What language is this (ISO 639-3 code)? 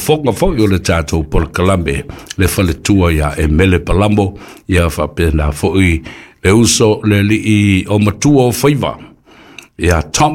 smo